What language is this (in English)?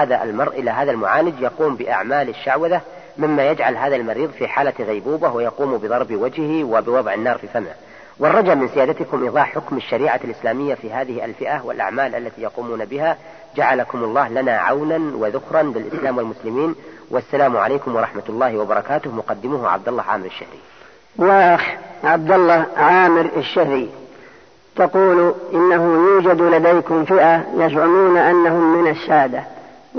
Arabic